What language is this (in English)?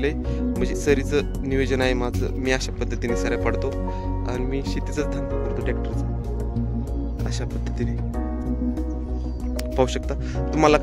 Marathi